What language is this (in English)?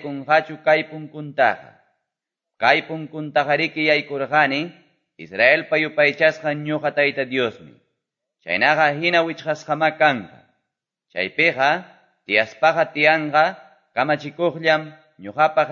Quechua